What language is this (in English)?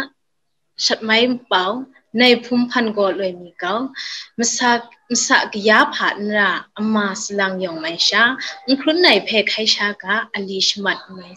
Kachin